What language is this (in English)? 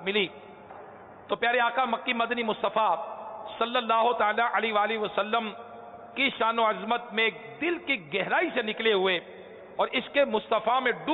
Urdu